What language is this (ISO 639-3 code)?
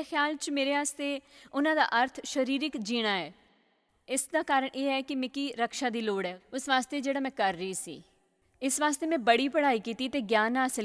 doi